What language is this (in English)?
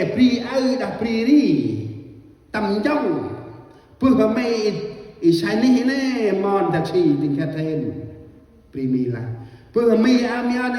Central Mnong